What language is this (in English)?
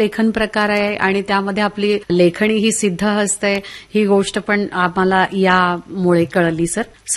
Marathi